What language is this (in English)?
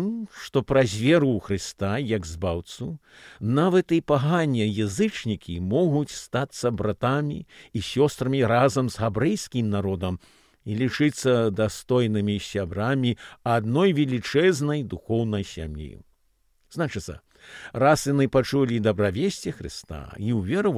Belarusian